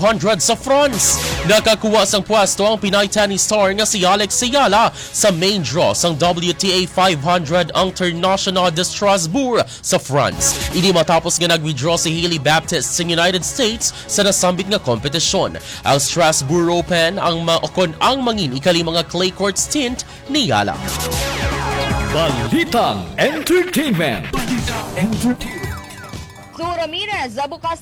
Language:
Hiligaynon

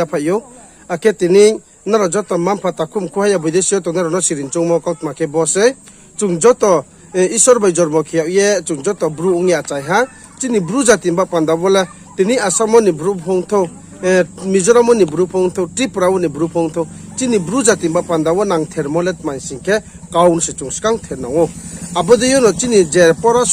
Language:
Riang (India)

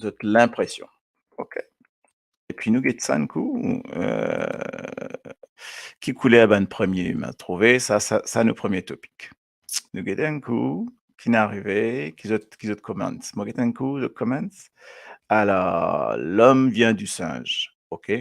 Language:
Morisyen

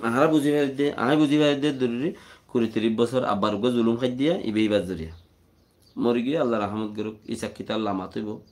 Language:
Rohingya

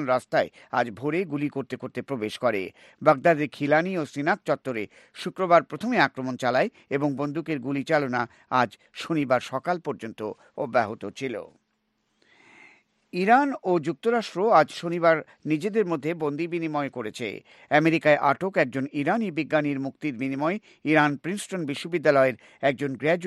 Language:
Bangla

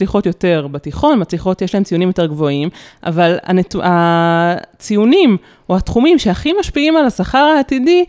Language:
Hebrew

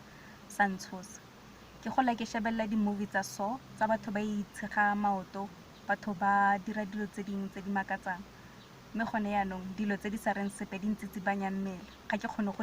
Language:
Tswana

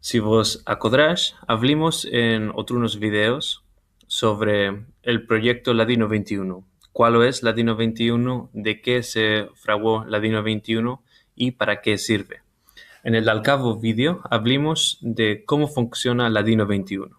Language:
Ladino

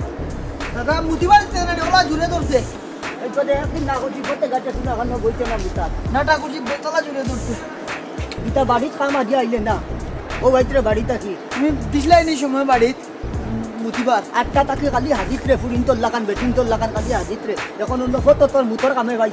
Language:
Sylheti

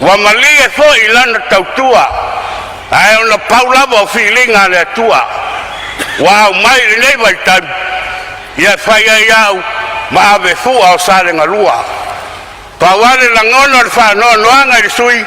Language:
Samoan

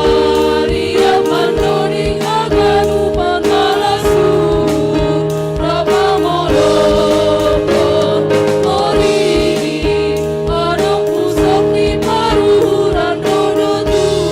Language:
Batak Simalungun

